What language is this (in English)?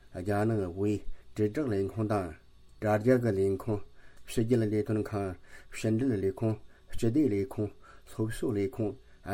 Tibetan